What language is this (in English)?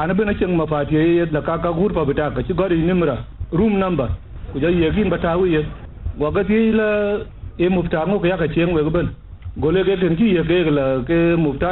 Dinka